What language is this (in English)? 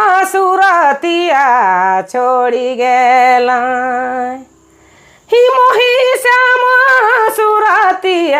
Sadri